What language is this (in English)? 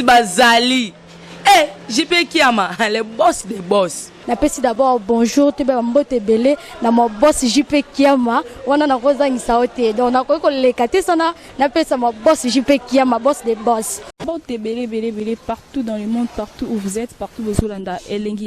Lingala